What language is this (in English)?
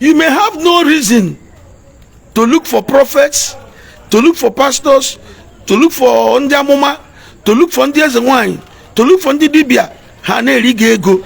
Igbo